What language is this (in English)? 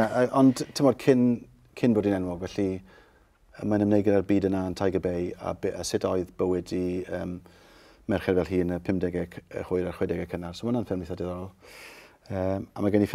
Welsh